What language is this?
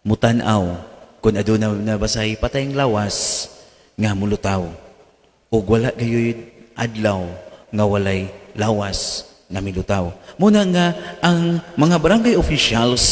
Cebuano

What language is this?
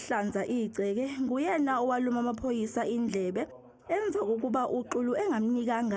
Zulu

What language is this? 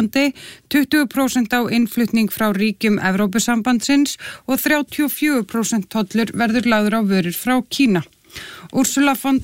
Icelandic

